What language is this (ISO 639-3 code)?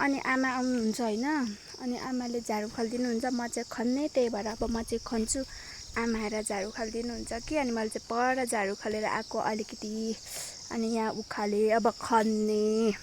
nep